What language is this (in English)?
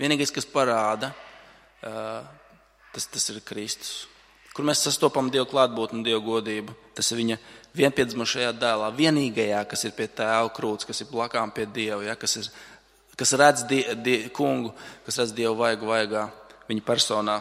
Latvian